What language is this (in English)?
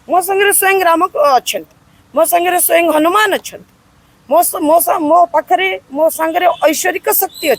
Odia